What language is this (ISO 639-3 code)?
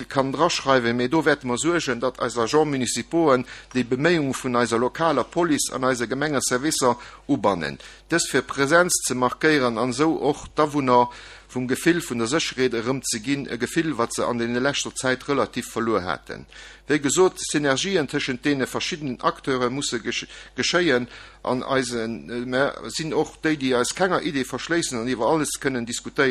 ltz